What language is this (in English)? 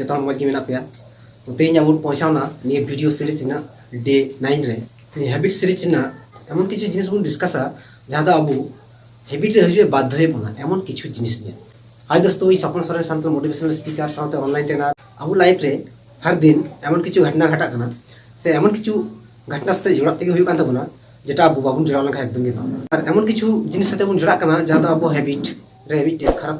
Santali